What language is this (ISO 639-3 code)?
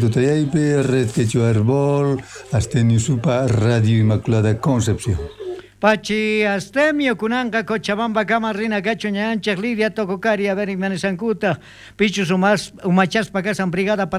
quh